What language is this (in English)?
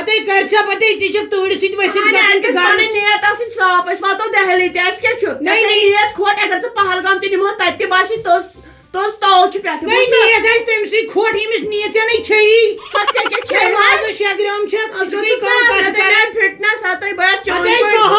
Kashmiri